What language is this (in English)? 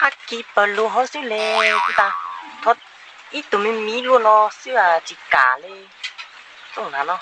Hmong